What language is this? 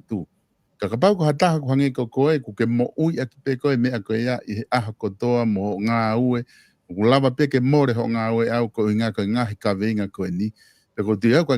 Tongan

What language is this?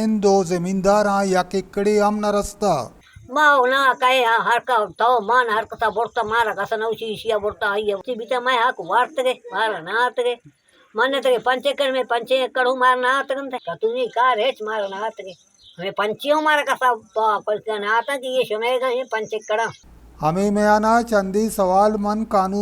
Baluchi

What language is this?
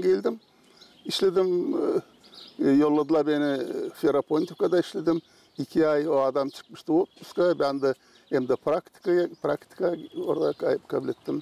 Gagauz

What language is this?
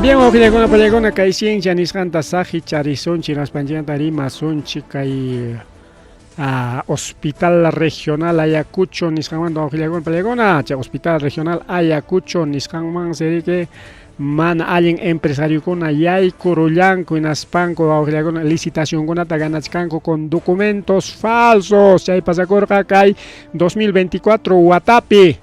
Ayacucho Quechua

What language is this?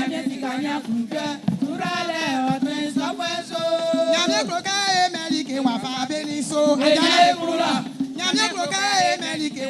Baoulé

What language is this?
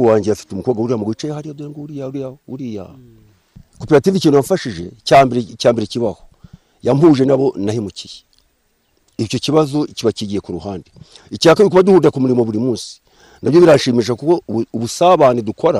Kinyarwanda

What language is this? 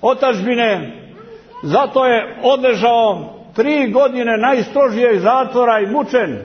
Serbian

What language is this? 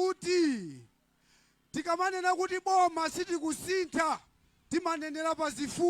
Nyanja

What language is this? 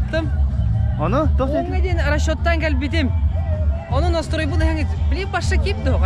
Yakut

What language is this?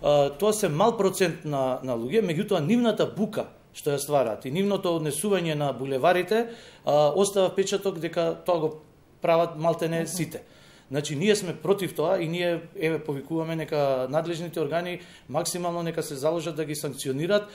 Macedonian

